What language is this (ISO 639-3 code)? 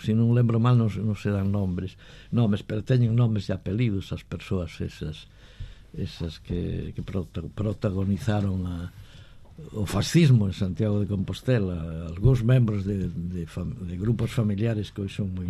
glg